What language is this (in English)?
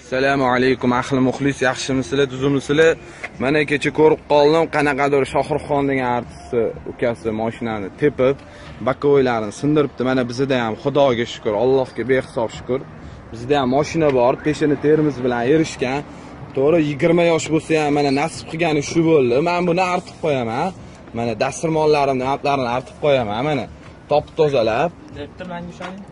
Uzbek